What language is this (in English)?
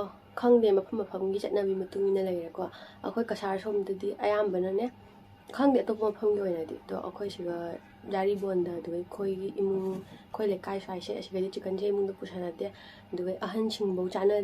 Manipuri